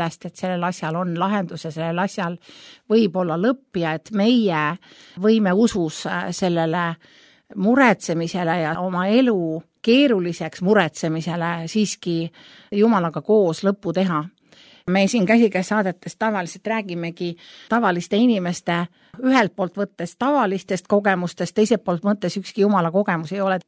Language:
Estonian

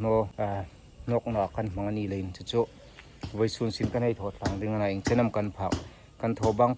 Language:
Hmar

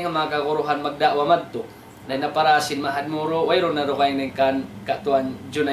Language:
Tausug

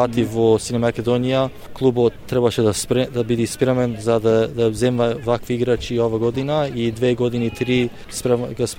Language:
Macedonian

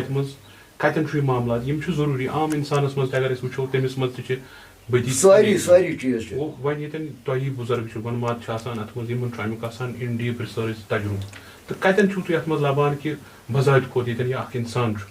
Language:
Kashmiri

